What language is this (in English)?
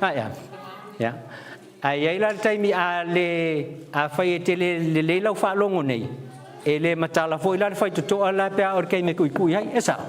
Samoan